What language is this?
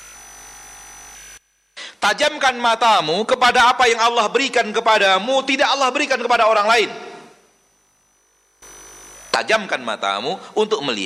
Indonesian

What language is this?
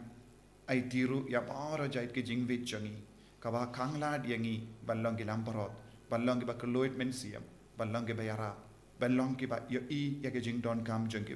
Khasi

